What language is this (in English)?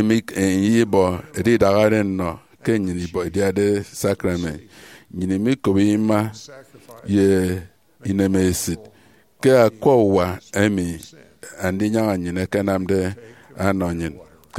Efik